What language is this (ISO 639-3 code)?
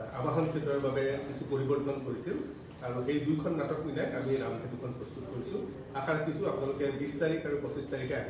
asm